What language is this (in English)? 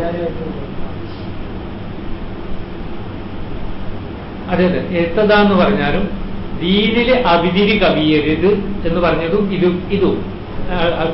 Malayalam